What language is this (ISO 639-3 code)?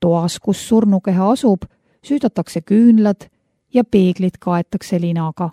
est